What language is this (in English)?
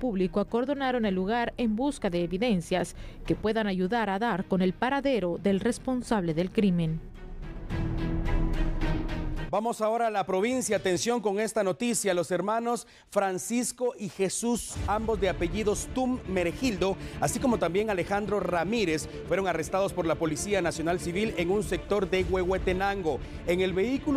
Spanish